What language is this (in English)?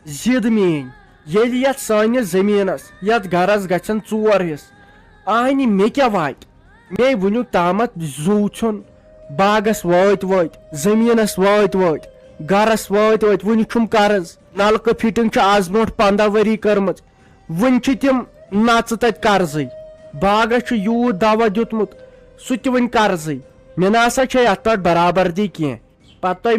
Kashmiri